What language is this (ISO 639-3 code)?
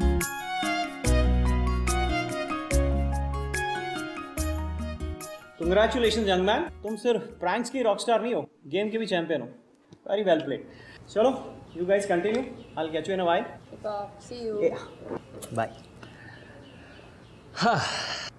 hin